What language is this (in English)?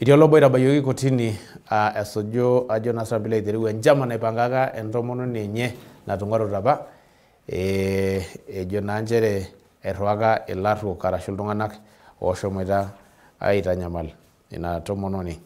Masai